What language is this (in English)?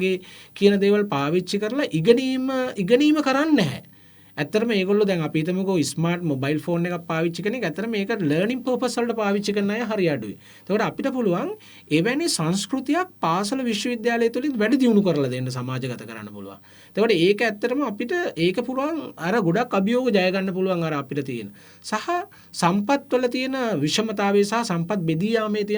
Sinhala